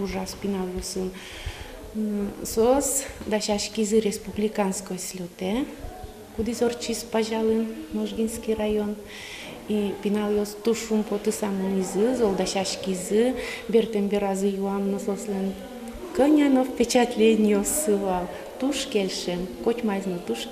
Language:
Udmurt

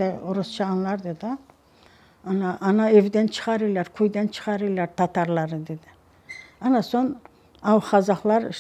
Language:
Crimean Tatar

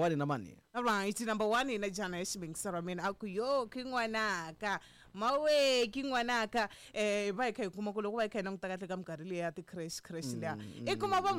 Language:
Tsonga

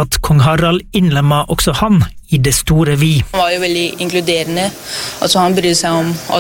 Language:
Norwegian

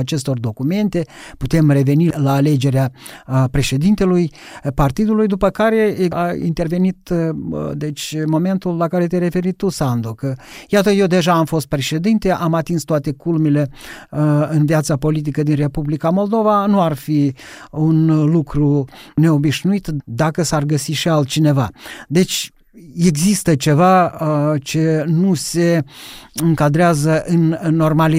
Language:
Romanian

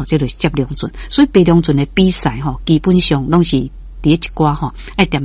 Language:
Min Nan Chinese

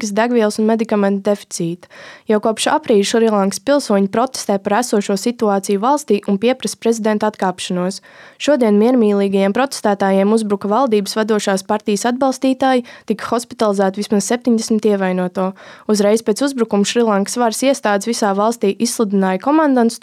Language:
Latvian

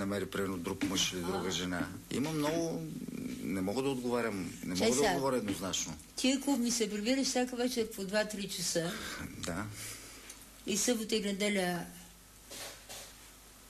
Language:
Bulgarian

